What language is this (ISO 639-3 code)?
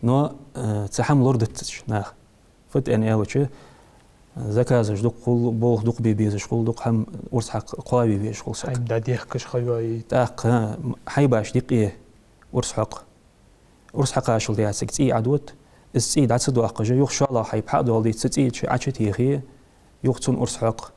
inh